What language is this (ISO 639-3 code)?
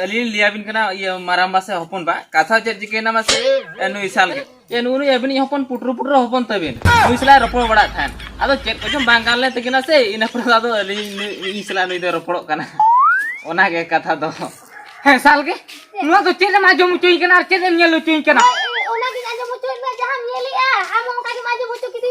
sat